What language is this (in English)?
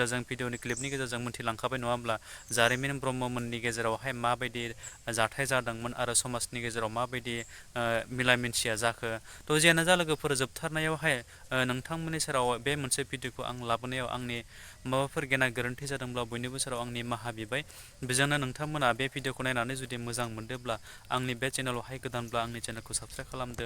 Bodo